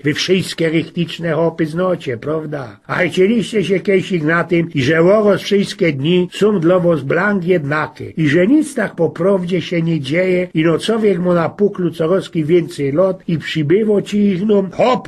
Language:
Silesian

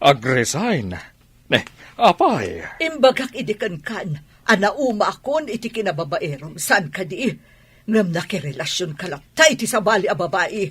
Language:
Iloko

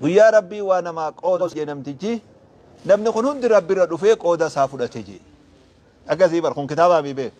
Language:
Oromo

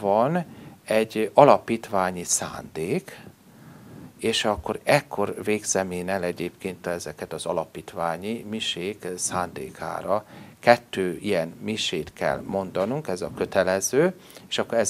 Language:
Hungarian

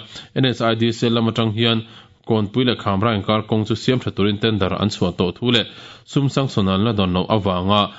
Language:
Mizo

